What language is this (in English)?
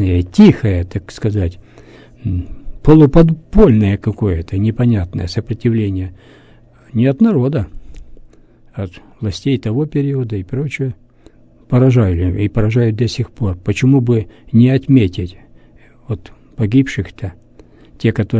Russian